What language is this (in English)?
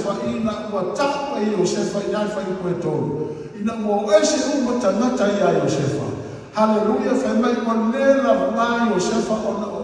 Samoan